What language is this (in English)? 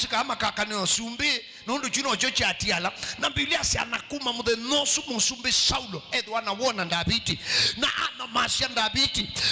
Kamba